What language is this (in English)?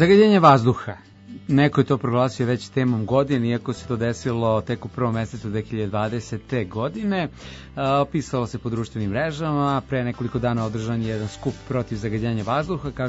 Serbian